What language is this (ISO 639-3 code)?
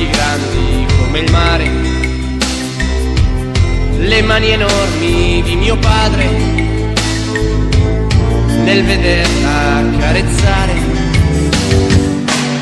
ita